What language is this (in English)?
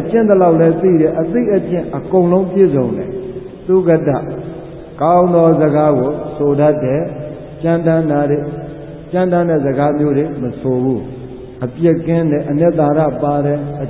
Burmese